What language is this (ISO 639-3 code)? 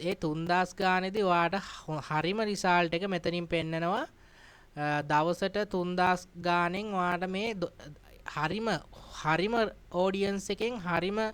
sin